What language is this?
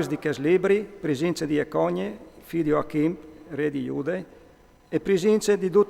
Friulian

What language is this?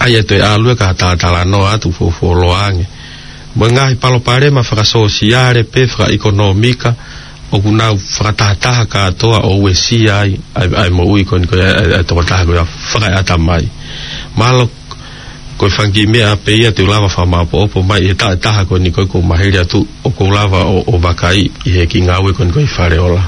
Tongan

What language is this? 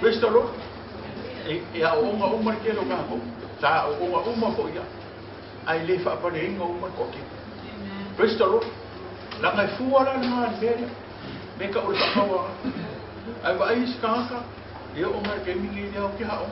Samoan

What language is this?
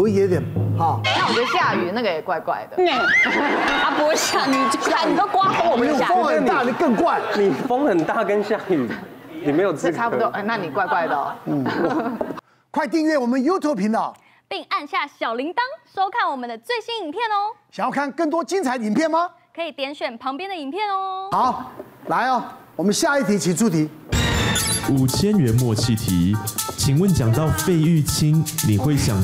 Chinese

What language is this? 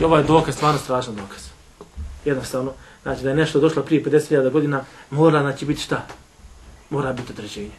Bosnian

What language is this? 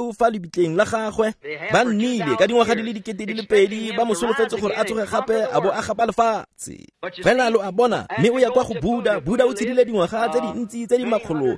Tswana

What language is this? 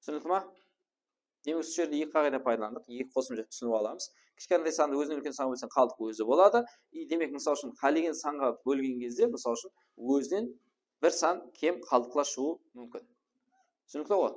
Kara-Kalpak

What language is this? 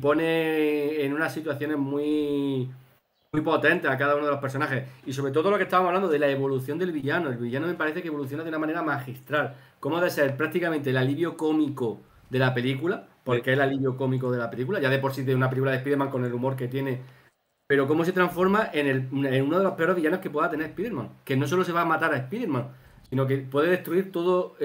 Spanish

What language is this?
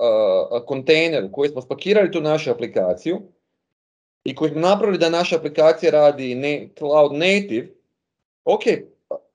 Croatian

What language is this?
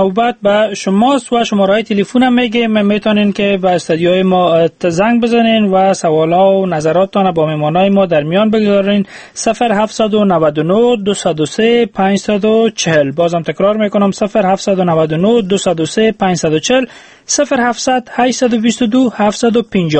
Persian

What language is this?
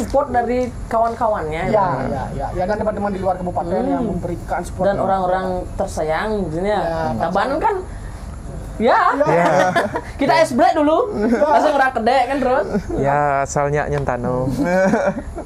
Indonesian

